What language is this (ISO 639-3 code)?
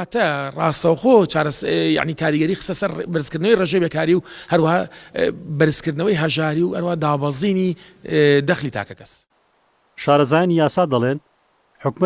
ckb